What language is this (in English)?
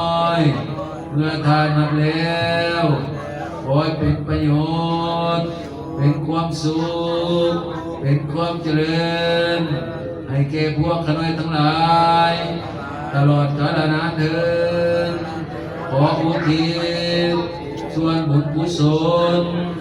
Pali